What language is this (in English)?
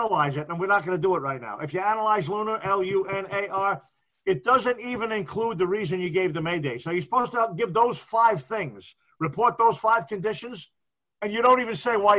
English